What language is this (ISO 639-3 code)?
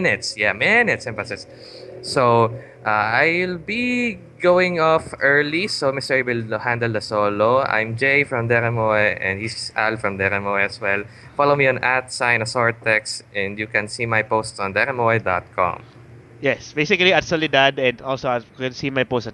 fil